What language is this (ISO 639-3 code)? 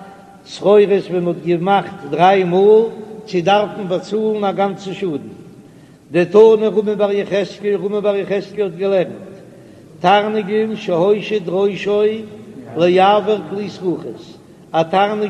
yid